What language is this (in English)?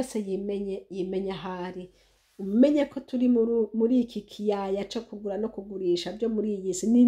Rundi